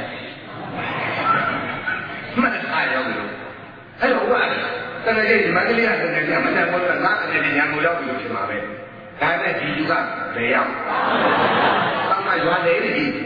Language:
Burmese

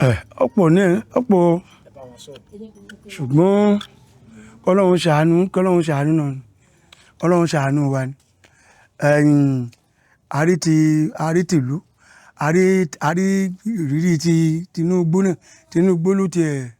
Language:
Yoruba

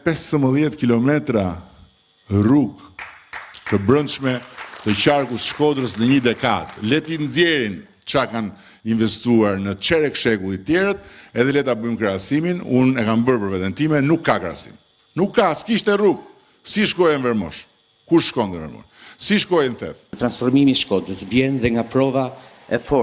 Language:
Albanian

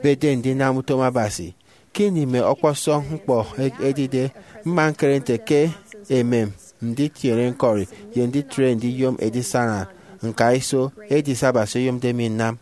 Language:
Efik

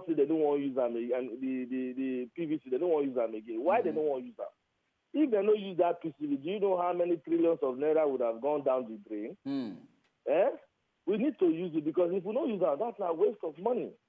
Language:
Nigerian Pidgin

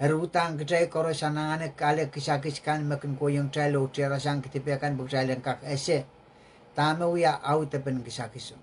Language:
Pohnpeian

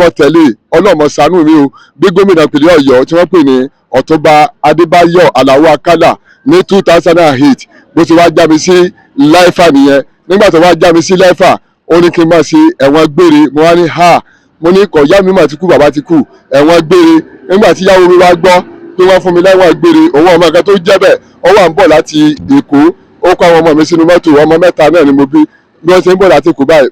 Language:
Yoruba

